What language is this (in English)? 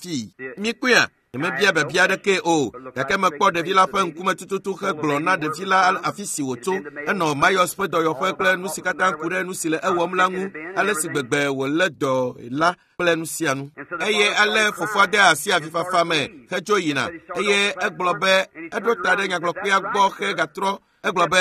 Ewe